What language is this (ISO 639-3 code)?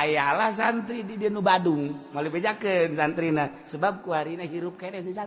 sun